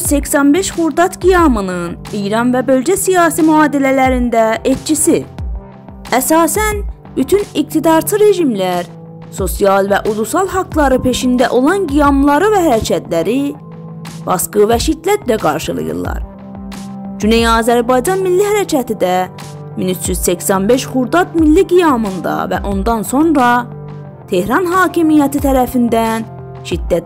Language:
South Azerbaijani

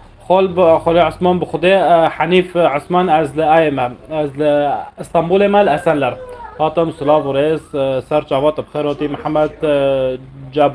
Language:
North Levantine Arabic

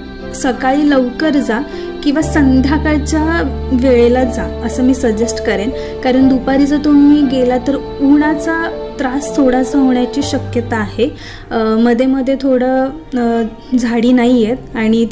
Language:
Marathi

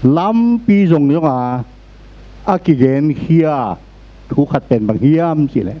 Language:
Tedim Chin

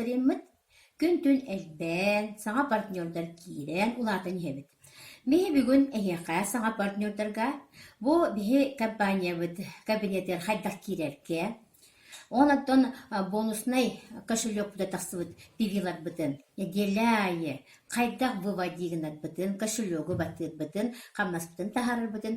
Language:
Yakut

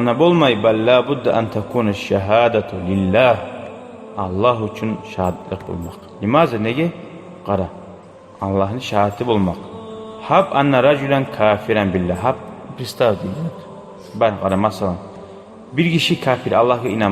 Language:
Kumyk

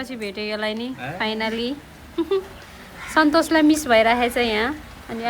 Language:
Nepali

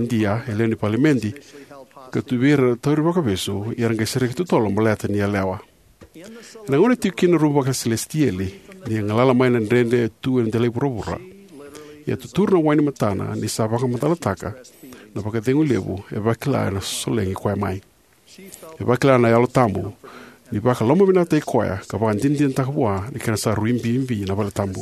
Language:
Fijian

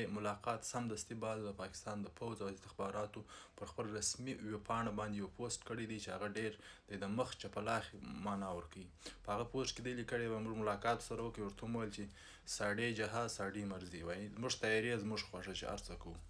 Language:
Pashto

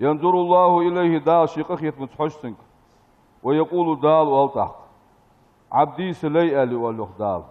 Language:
Ingush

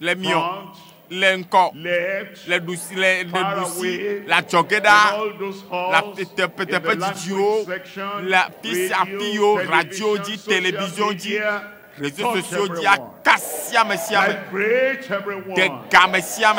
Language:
Ewe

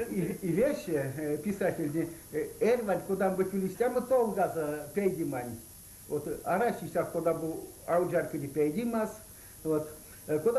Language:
Erzya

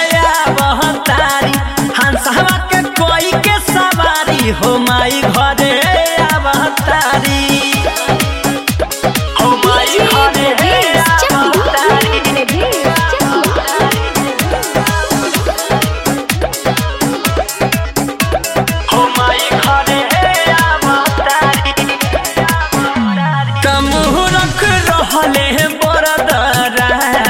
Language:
Bhojpuri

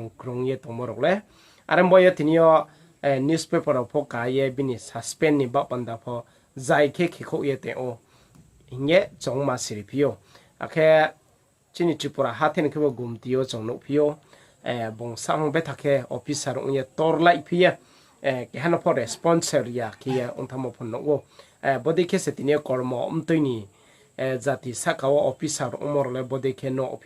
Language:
Riang (India)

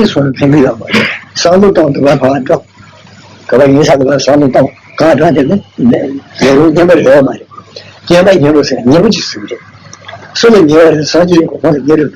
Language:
Tibetan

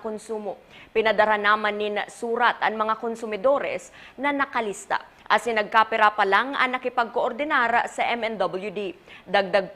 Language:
Bikol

